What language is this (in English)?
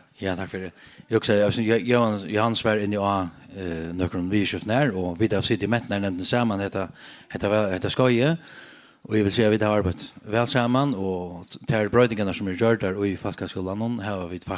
Faroese